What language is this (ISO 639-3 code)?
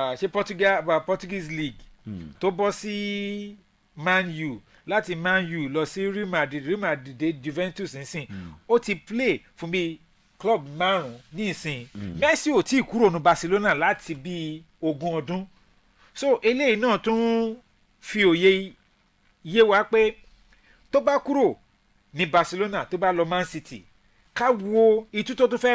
yor